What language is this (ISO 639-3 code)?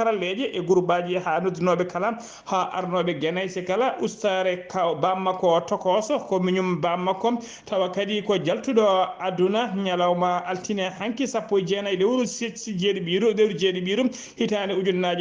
ful